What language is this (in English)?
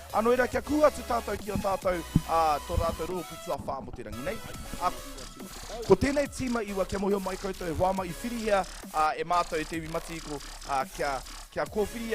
Māori